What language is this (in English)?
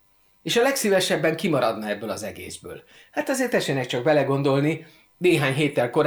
Hungarian